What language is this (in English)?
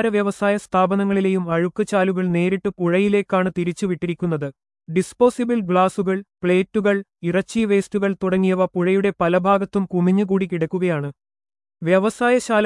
Malayalam